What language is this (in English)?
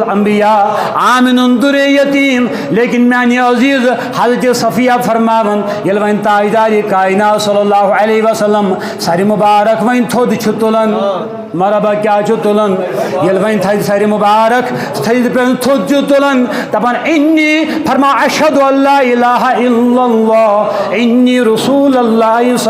Kashmiri